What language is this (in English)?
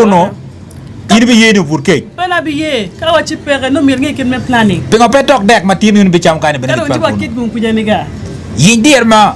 Acoli